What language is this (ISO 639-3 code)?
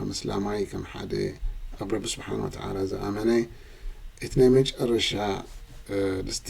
tir